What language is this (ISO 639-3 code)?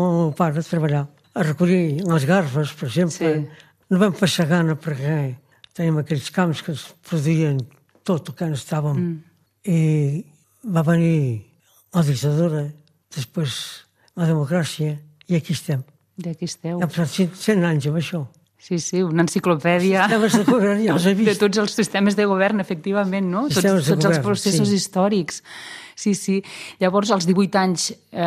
cat